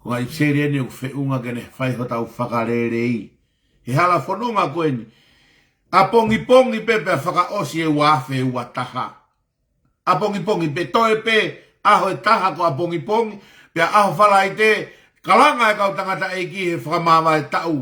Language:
Tongan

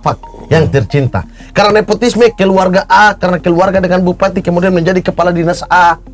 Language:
Indonesian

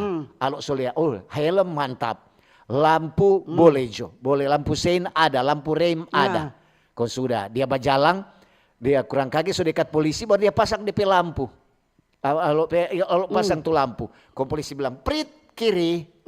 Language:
Manado Malay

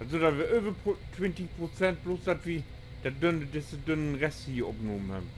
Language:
Low German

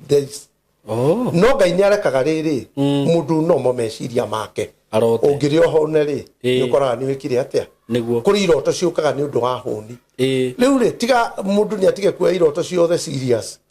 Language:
Kikuyu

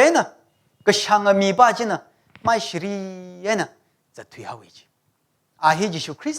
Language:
Tangkhul Naga (India)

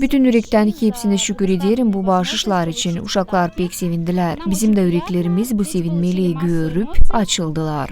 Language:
Gagauz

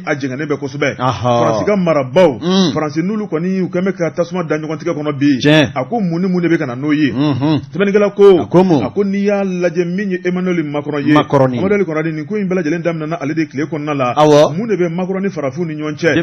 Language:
Bambara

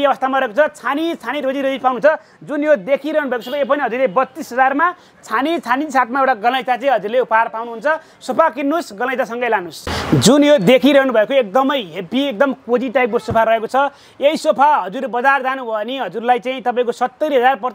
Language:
Nepali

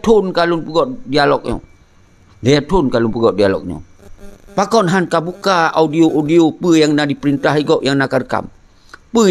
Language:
Achinese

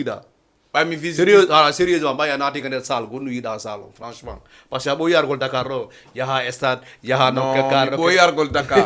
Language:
Fula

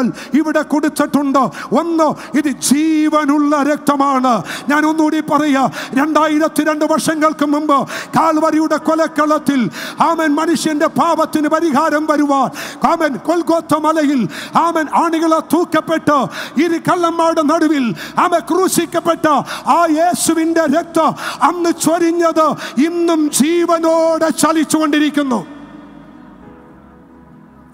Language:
Malayalam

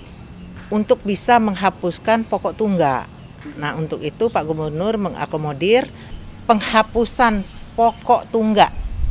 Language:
Indonesian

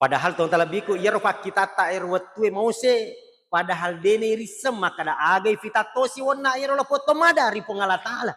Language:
Buginese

